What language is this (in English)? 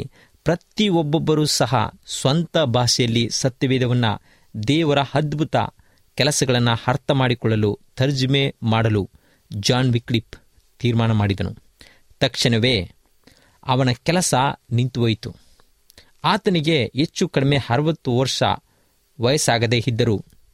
Kannada